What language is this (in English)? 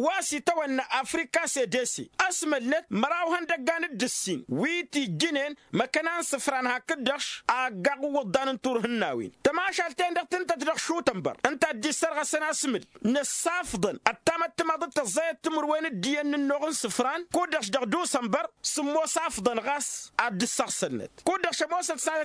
Tamasheq